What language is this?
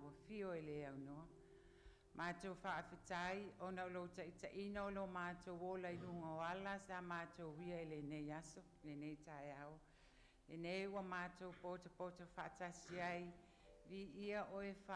Samoan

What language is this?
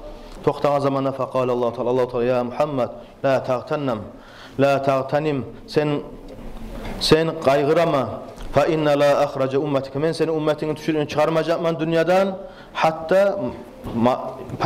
Kumyk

